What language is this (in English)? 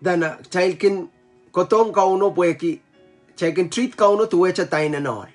Pohnpeian